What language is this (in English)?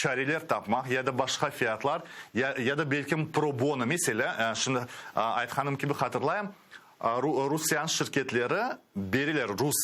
Crimean Tatar